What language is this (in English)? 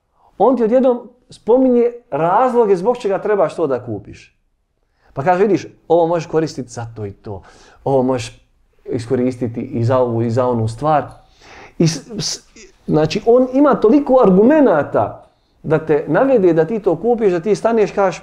Bosnian